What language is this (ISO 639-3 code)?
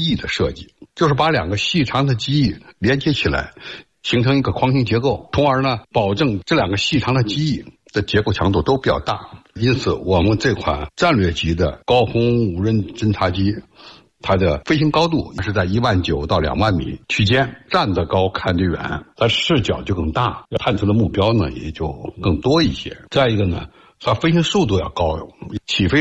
zho